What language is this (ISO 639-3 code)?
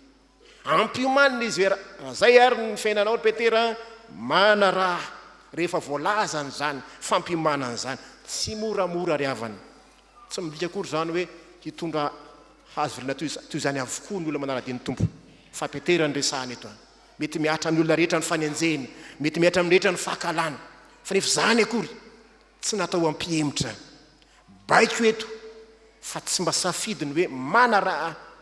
mlg